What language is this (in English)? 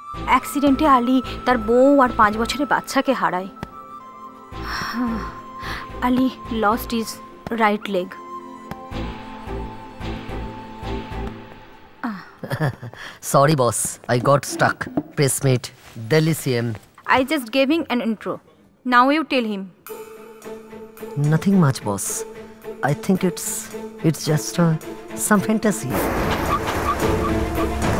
Bangla